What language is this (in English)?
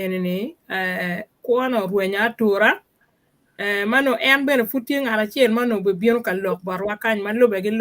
Acoli